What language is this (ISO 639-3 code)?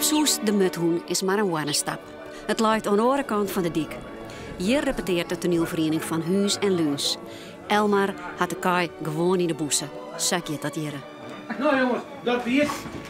fry